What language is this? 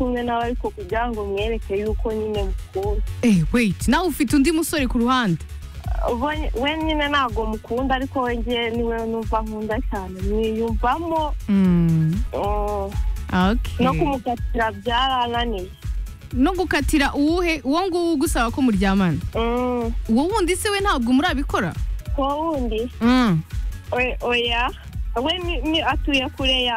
Kinyarwanda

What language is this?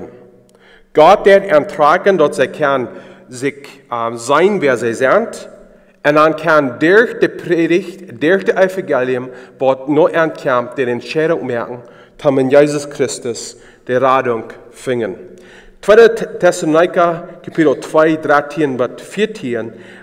Plautdietsch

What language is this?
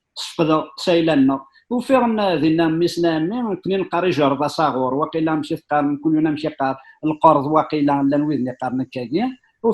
Kabyle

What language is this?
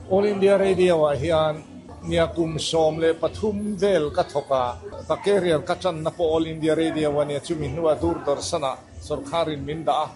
Mizo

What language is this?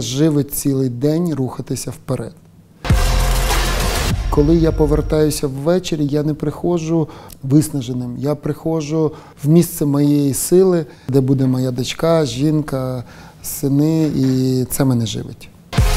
Ukrainian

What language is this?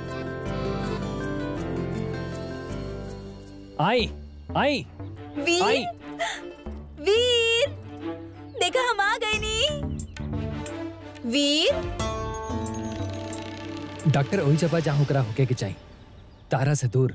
Bhojpuri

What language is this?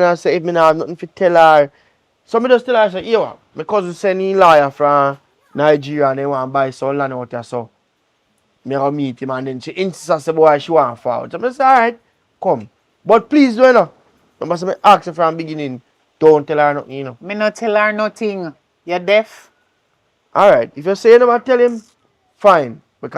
Jamaican Creole English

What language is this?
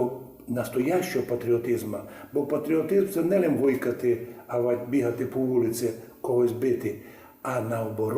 Rusyn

